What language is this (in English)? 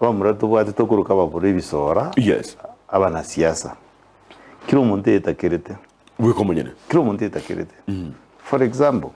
Gusii